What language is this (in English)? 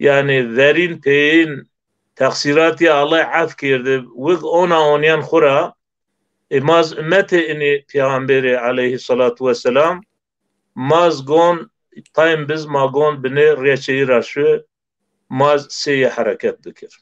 Zaza